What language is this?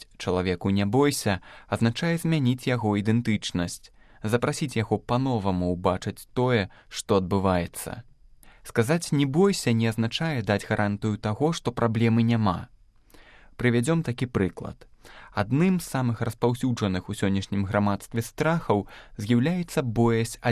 Belarusian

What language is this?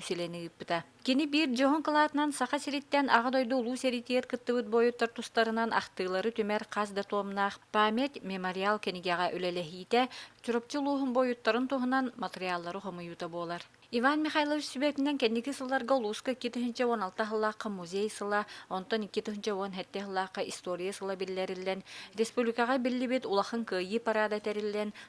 Yakut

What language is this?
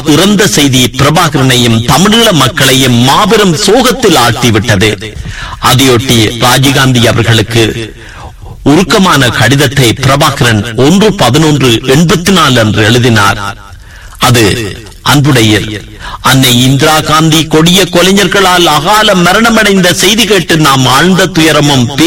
Tamil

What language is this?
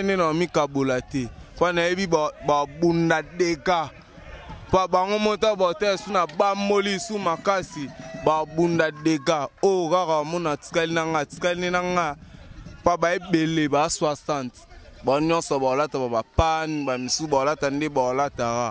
Lingala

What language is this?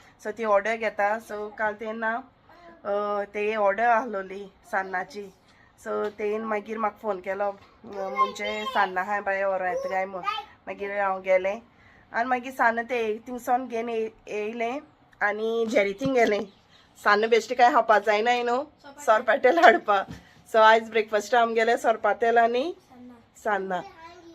Konkani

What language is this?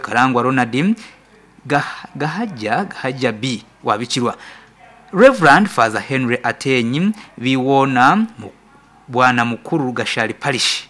Nyankole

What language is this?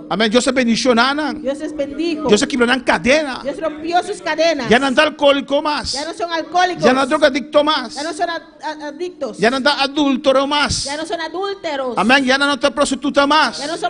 Papiamento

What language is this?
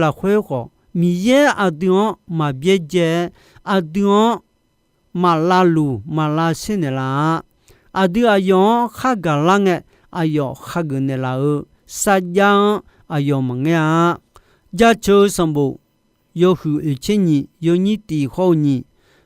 Akha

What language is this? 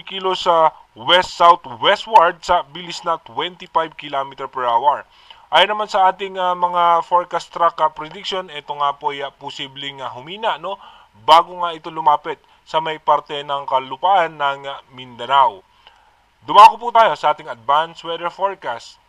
Filipino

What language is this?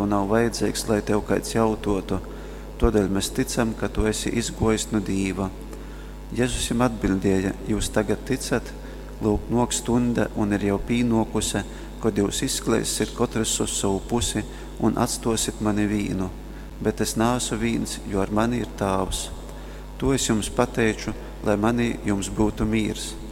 Latgalian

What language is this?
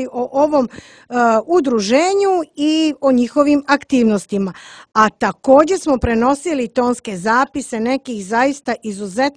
Serbian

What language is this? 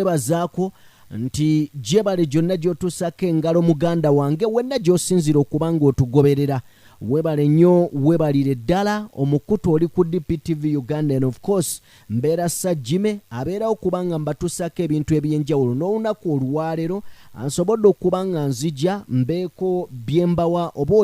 Ganda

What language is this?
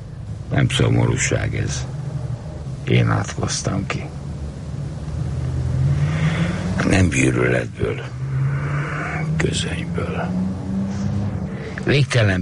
Hungarian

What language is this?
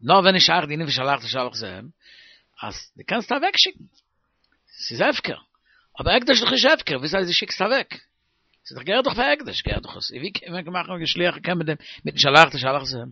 Yiddish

